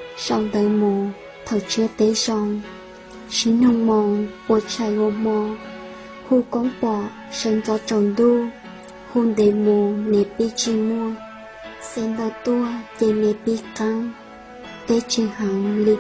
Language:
Hmong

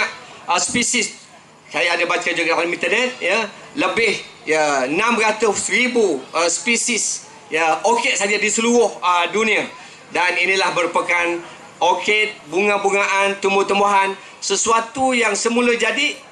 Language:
Malay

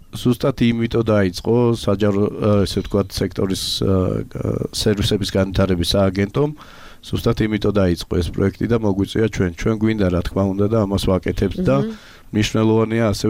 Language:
Georgian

